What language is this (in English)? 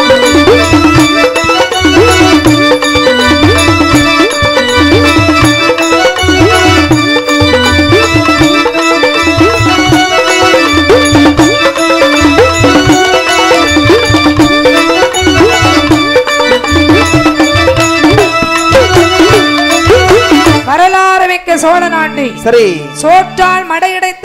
Tamil